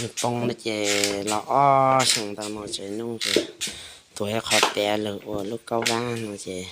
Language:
Hmong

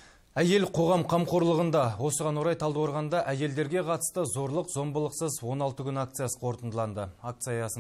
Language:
Kazakh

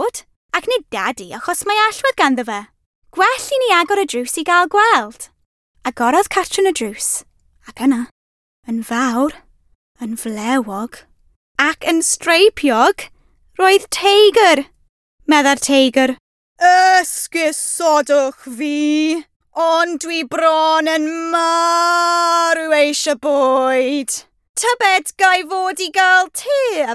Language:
Welsh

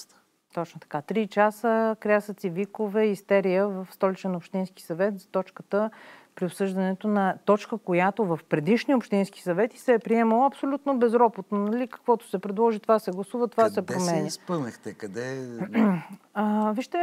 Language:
Bulgarian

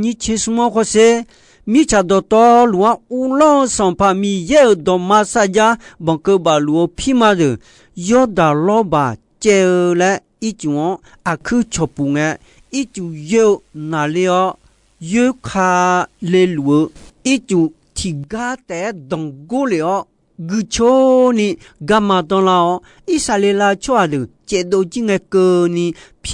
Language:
Akha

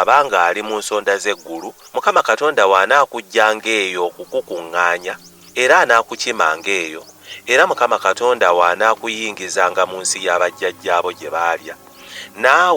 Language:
Ganda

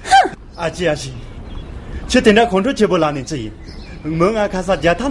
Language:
Tibetan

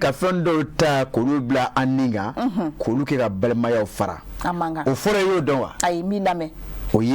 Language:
Bambara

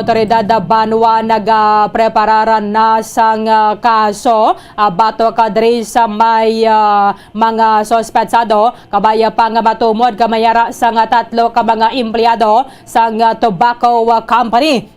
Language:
Hiligaynon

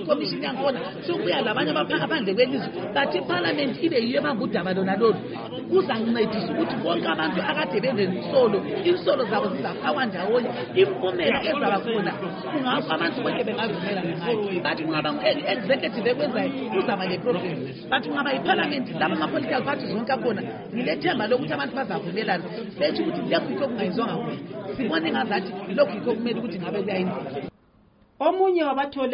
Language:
North Ndebele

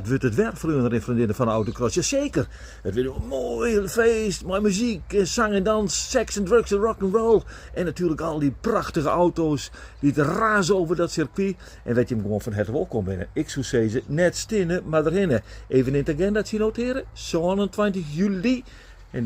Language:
Western Frisian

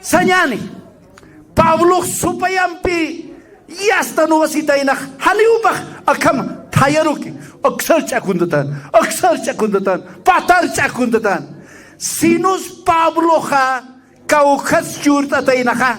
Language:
Aymara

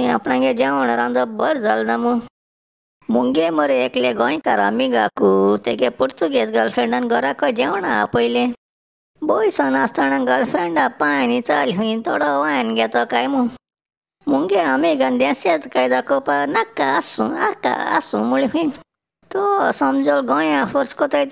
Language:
Konkani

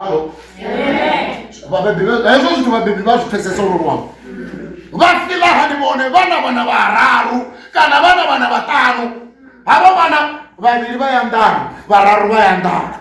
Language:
Venda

